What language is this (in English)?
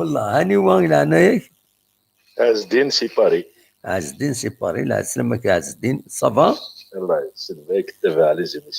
Kabyle